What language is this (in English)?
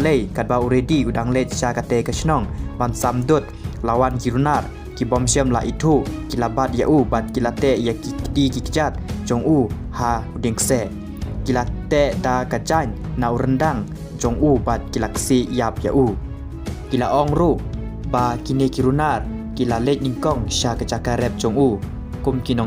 Khasi